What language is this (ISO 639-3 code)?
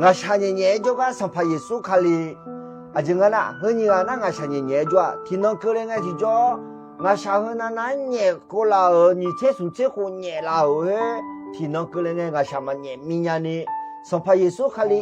ahk